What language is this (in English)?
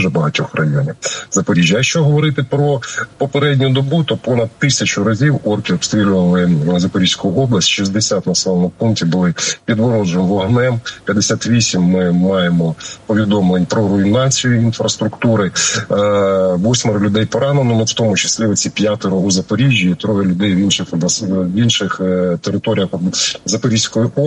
Ukrainian